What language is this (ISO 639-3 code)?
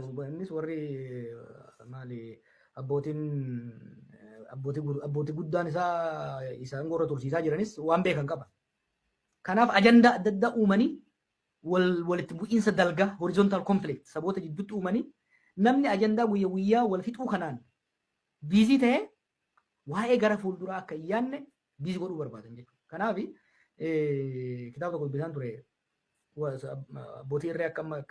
orm